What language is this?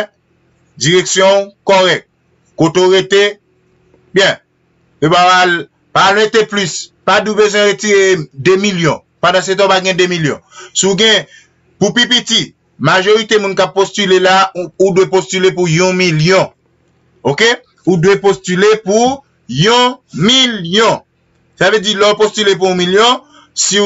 Haitian Creole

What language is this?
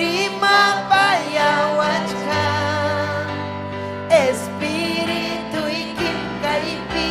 Ayacucho Quechua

